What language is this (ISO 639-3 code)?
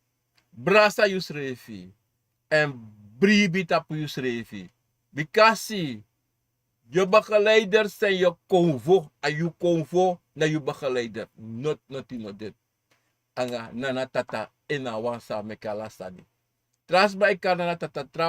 srn